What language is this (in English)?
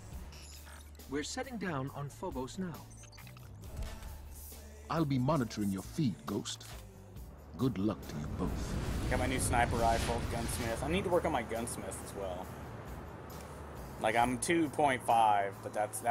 English